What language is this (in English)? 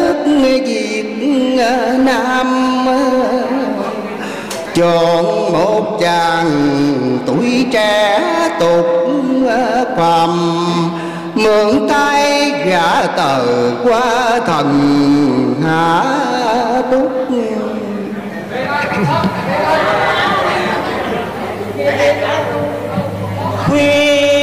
Vietnamese